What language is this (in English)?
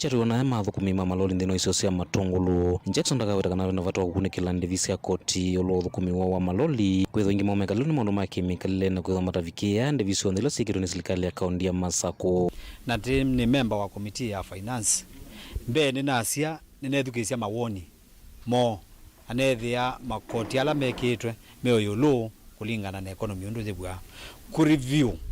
Kamba